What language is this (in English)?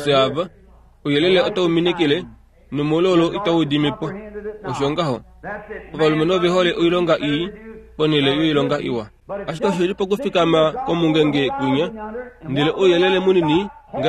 Kuanyama